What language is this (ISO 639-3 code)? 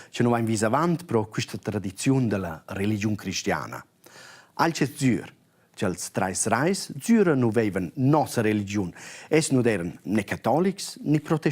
roh